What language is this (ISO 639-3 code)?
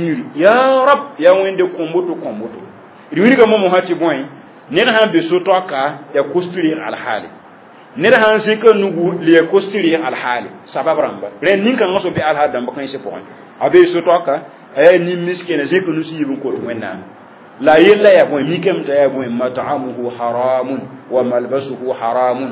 mos